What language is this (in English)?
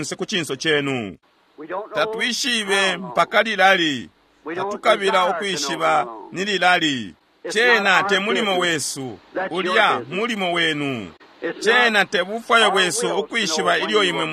Bemba